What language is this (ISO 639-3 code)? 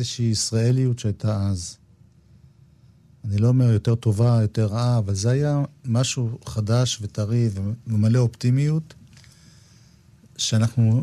heb